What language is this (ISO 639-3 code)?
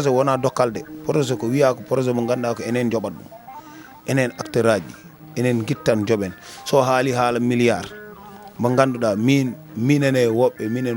ful